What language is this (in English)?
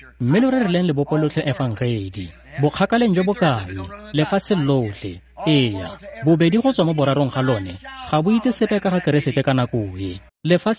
Tswana